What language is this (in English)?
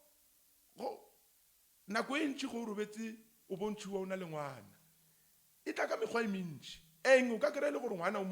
Northern Sotho